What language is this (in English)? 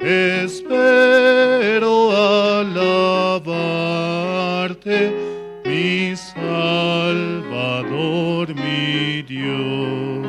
Aymara